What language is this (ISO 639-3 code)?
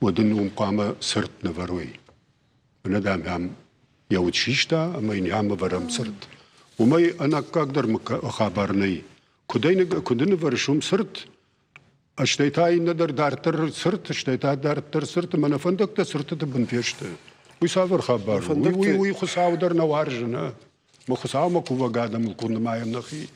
oss